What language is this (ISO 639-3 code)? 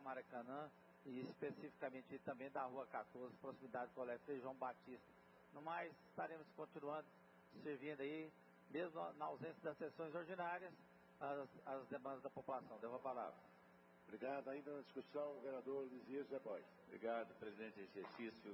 por